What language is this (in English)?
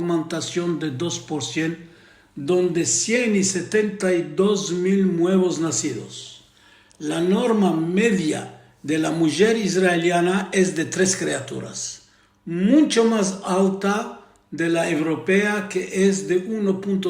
Ladino